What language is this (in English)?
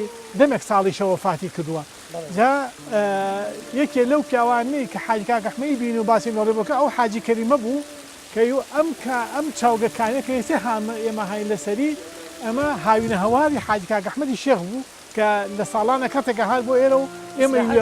Central Kurdish